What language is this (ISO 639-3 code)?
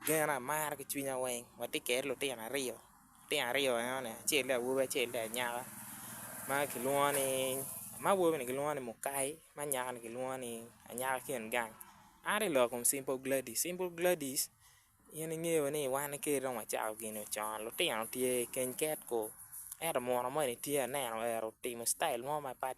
ach